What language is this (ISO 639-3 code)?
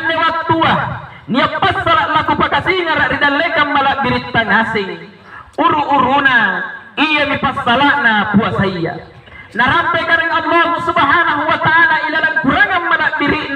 mak